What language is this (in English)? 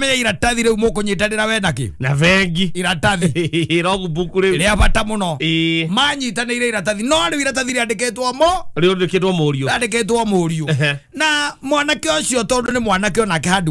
Kikuyu